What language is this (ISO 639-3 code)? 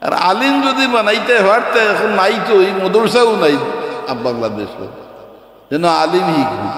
syl